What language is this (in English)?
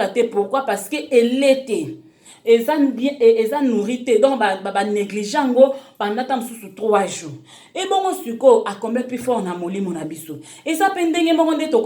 Lingala